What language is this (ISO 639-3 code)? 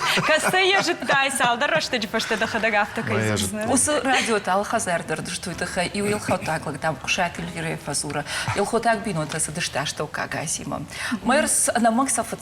oss